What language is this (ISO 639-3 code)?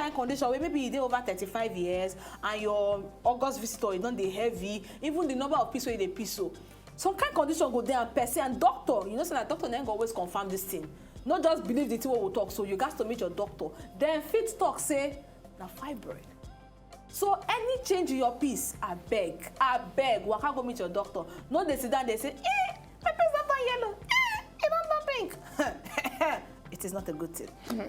pcm